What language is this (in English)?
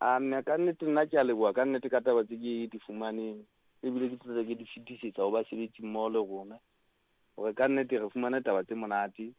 Southern Sotho